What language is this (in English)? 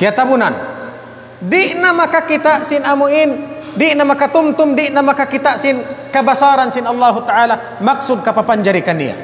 Tausug